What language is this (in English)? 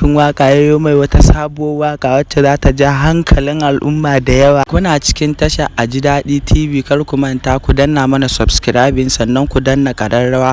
Hausa